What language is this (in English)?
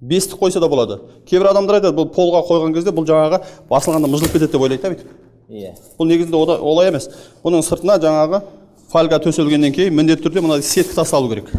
Kazakh